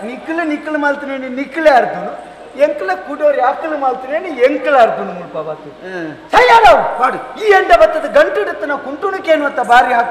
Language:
Tulu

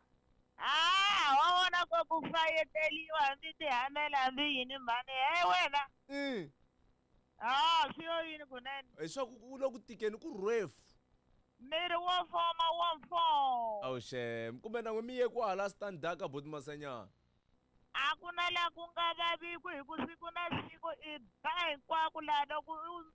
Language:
Tsonga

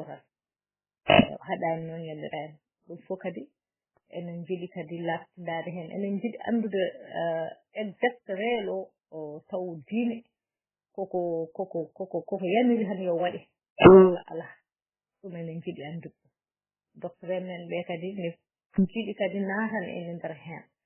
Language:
Fula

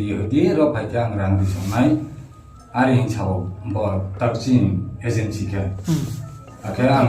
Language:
Riang (India)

